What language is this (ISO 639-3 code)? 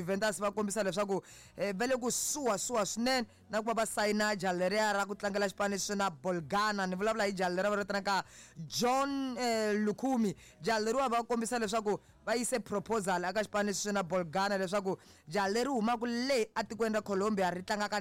tso